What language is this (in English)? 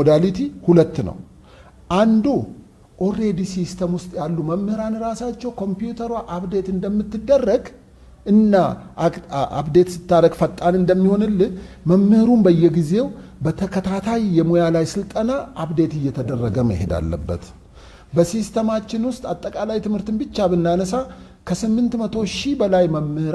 Amharic